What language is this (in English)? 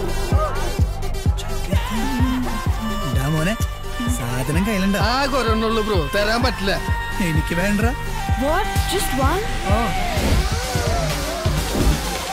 Malayalam